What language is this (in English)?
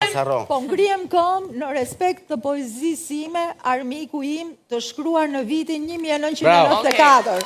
Albanian